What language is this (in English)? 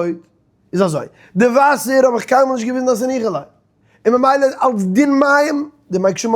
Yiddish